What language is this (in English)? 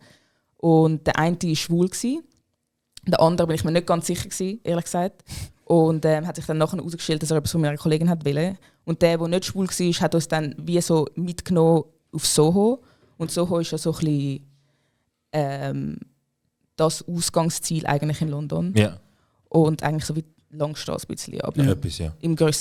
Swiss German